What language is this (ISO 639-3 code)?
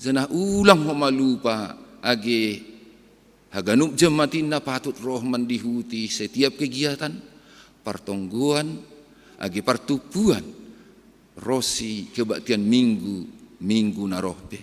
bts